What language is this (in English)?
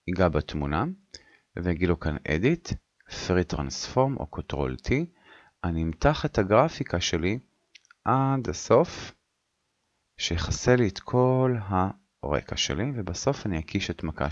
Hebrew